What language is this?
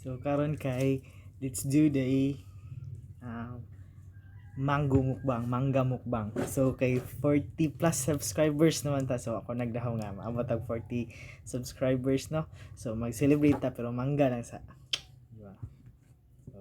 Cebuano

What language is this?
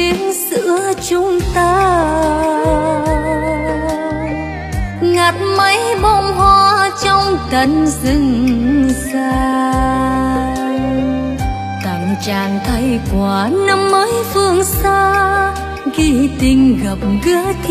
Vietnamese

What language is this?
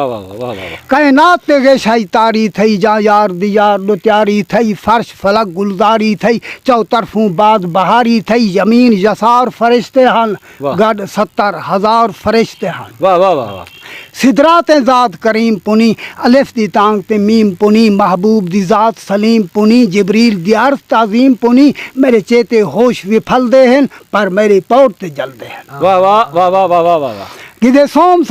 Saraiki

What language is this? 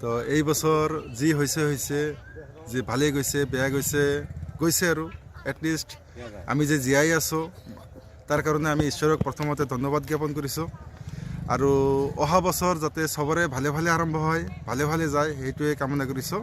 Assamese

